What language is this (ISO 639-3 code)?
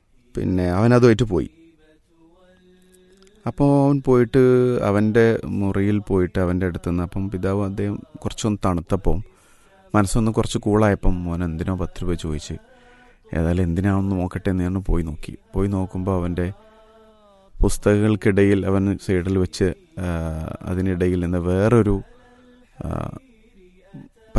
mal